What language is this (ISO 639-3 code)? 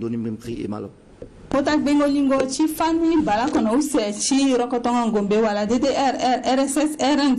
sag